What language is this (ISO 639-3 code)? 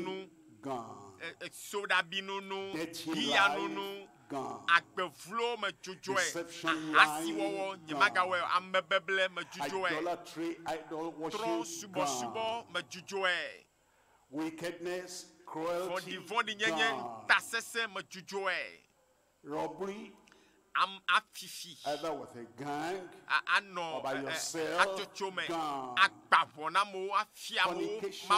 ewe